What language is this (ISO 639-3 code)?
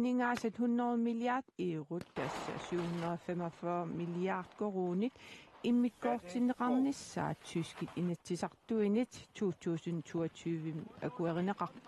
kal